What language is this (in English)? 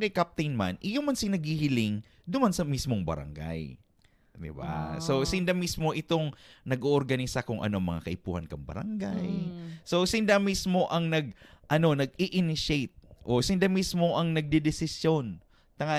Bikol